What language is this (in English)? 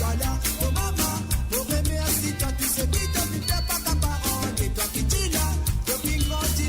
Morisyen